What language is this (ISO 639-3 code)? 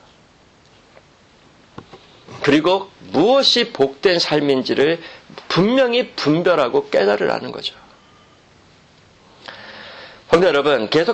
kor